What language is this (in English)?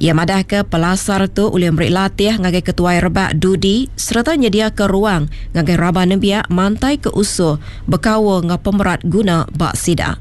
Iban